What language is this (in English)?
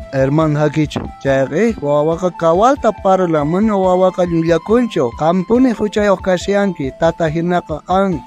South Bolivian Quechua